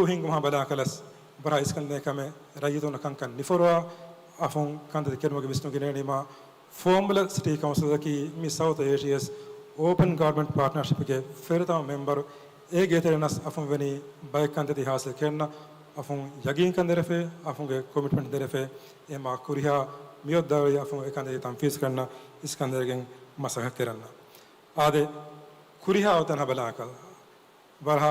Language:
Divehi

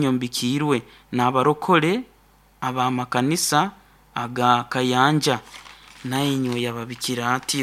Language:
Nyoro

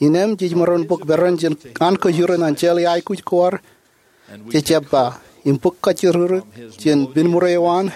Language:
Marshallese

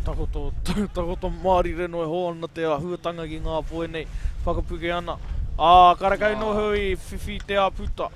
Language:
Māori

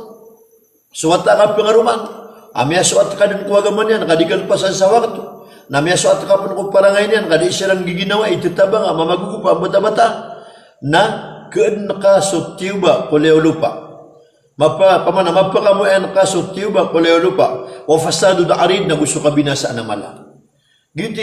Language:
Maranao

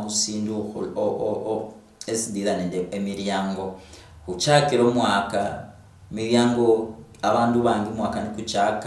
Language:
Luyia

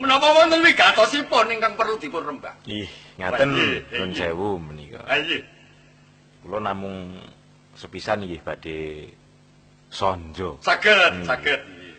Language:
Javanese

